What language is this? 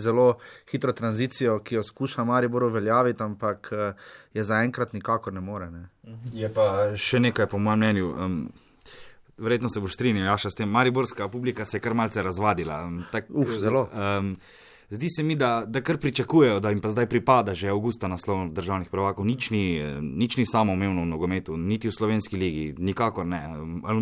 Slovenian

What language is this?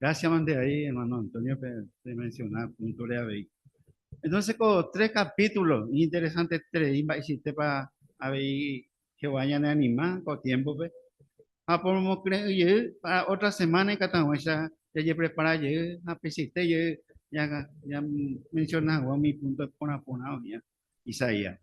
Guarani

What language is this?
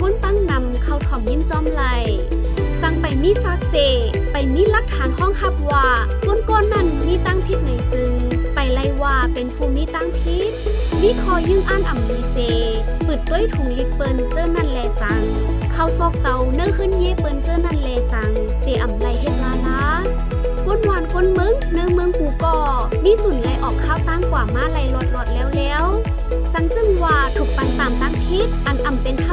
Shan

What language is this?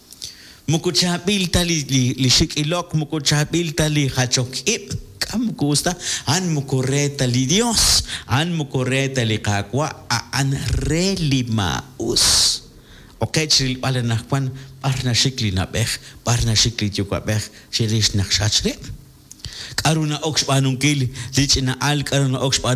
Kekchí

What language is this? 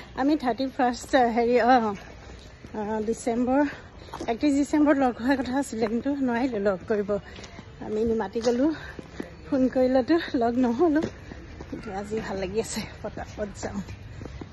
Assamese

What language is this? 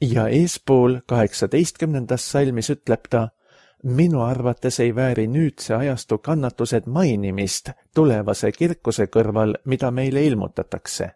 Estonian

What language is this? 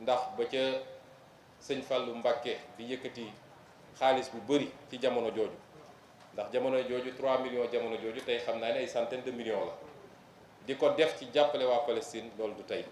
Wolof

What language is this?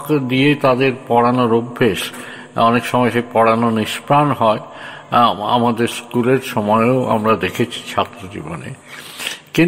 Bangla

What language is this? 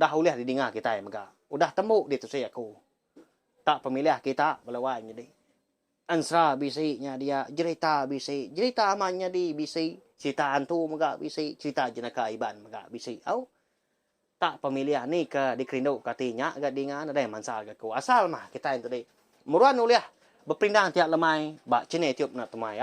Iban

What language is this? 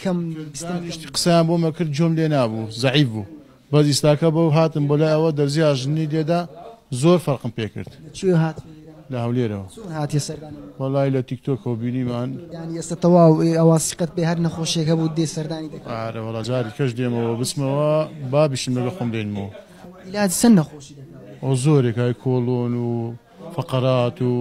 Central Kurdish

